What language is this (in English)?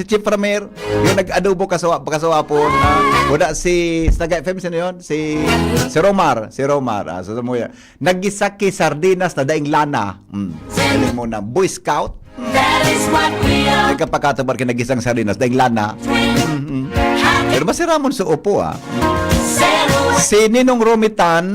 Bikol